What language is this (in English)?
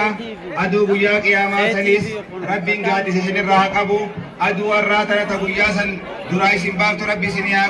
Oromo